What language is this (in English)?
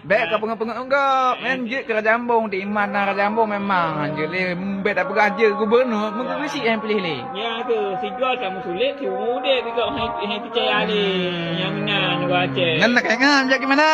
Achinese